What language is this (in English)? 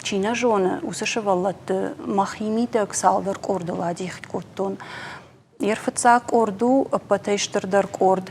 Ossetic